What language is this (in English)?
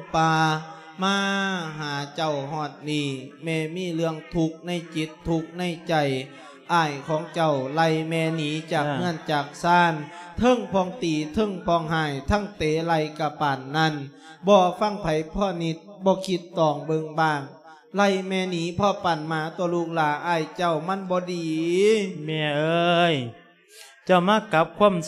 Lao